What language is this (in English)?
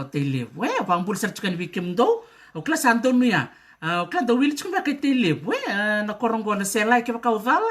Fijian